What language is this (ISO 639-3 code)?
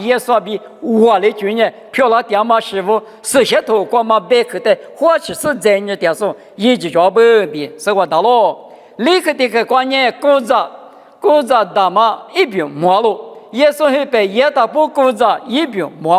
lis